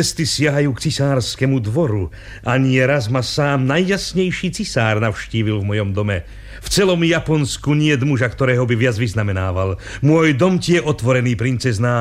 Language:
Slovak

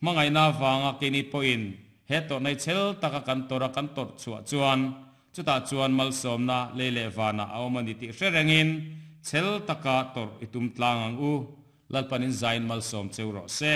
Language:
Mizo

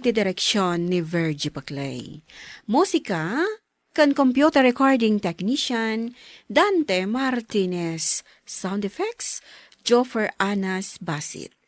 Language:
Iloko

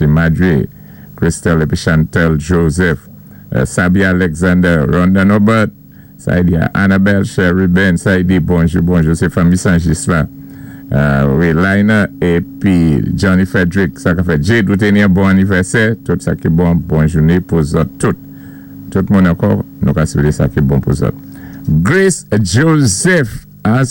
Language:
Saint Lucian Creole French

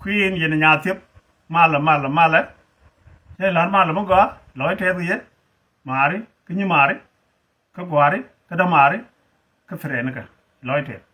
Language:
Nuer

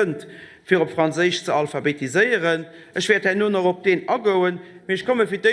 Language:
Luxembourgish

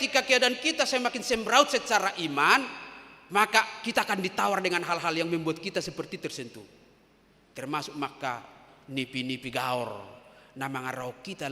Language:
Batak Toba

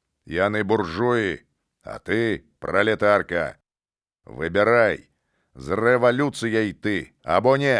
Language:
Belarusian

